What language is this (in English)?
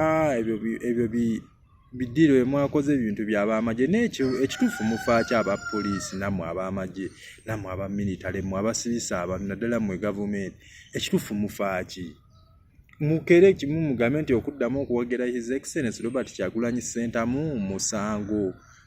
Ganda